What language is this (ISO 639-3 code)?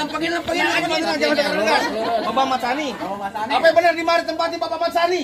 bew